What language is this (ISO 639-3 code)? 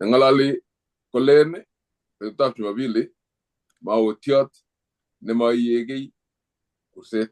kln